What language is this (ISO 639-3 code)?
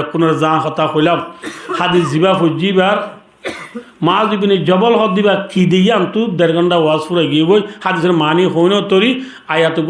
rhg